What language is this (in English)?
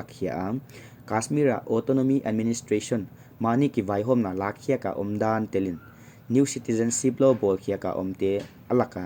Paite Chin